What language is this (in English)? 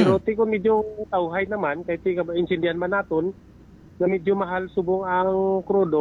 Hiligaynon